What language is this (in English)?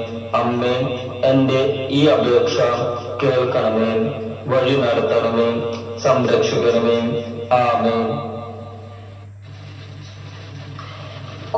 Malayalam